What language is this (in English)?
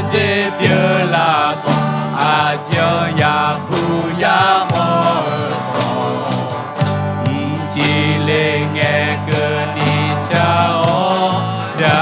Akha